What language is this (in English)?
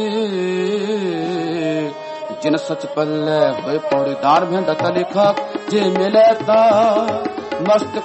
Punjabi